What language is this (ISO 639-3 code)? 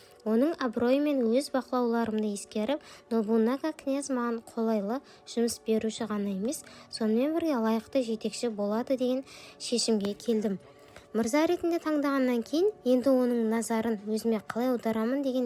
kaz